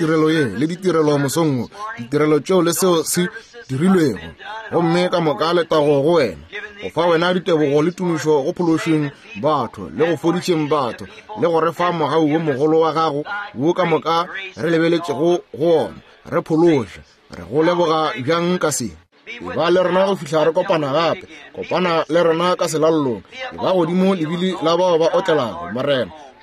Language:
Northern Sotho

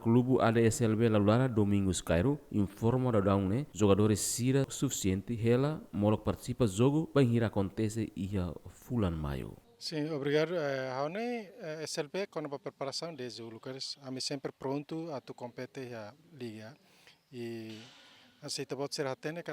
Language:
Tetum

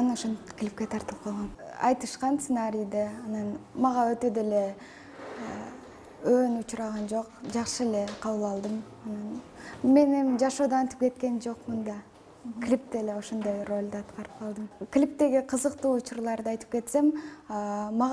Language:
Kyrgyz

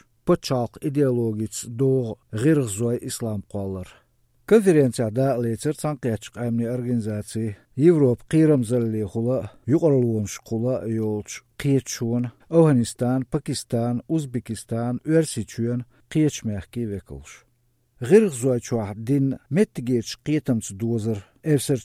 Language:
Chechen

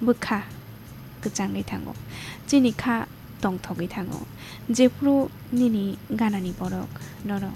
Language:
Kok Borok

